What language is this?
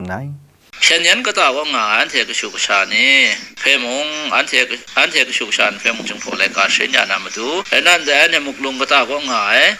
Kachin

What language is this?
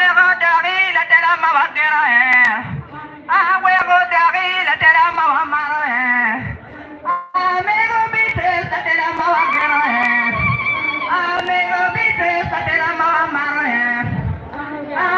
Acoli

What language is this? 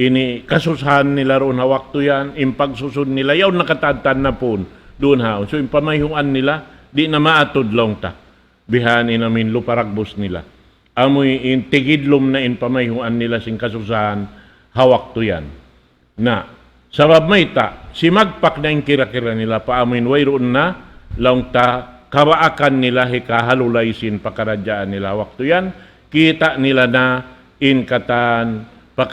Tausug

